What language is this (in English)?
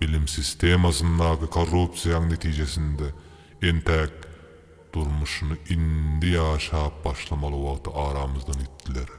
Turkmen